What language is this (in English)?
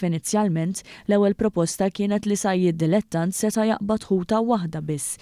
Maltese